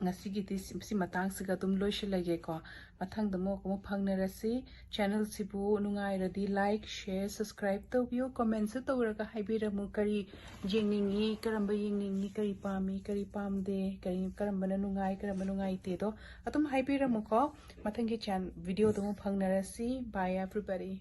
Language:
Manipuri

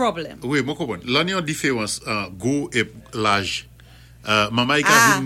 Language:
Saint Lucian Creole French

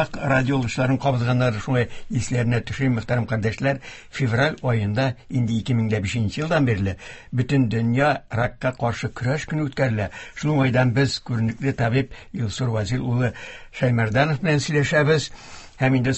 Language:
Tatar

